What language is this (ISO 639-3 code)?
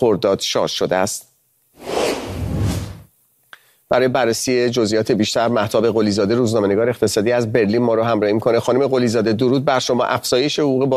fas